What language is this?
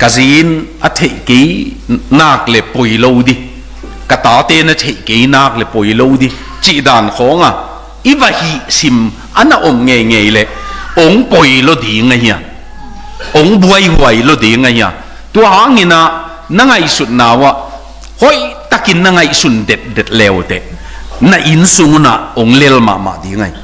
Tedim Chin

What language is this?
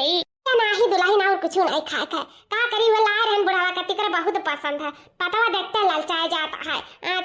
Awadhi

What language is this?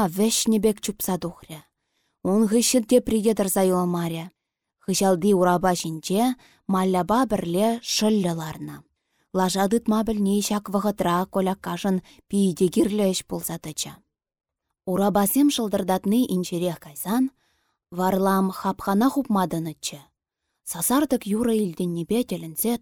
Chuvash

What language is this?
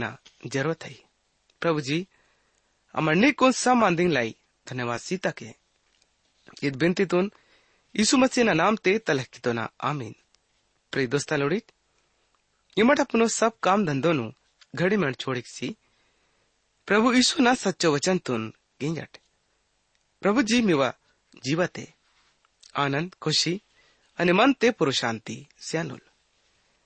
Gondi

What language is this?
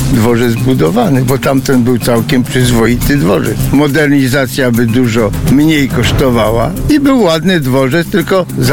Polish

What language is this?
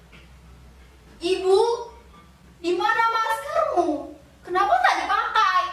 Indonesian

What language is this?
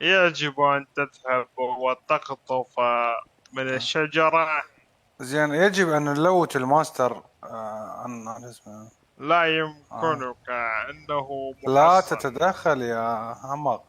Mesopotamian Arabic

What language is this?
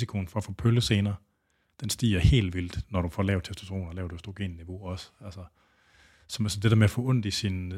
Danish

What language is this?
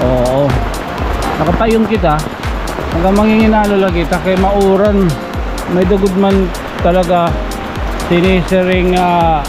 Waray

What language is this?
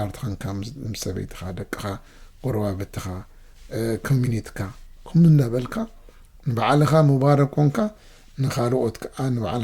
Tigrinya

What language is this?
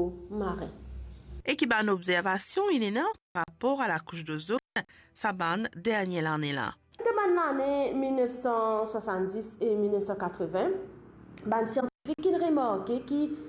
Morisyen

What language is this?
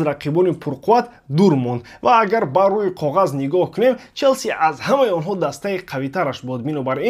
Tajik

